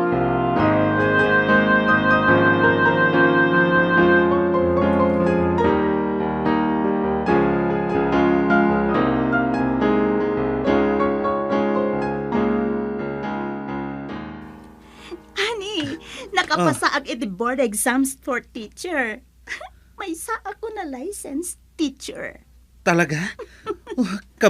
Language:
Iloko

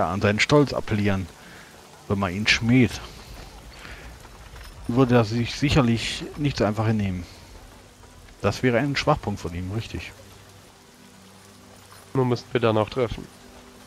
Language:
German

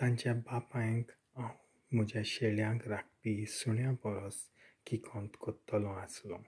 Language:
Konkani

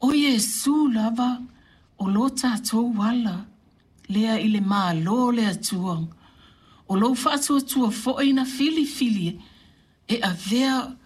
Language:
Samoan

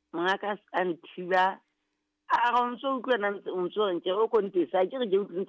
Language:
Southern Sotho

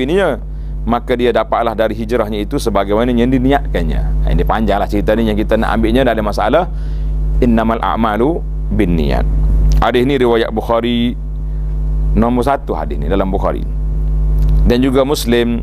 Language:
Malay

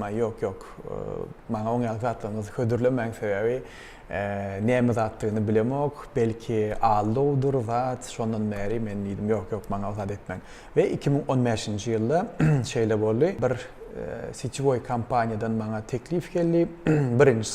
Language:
Turkmen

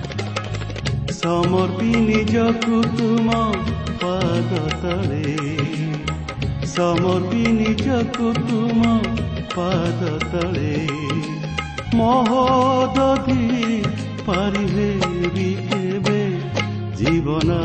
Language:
Odia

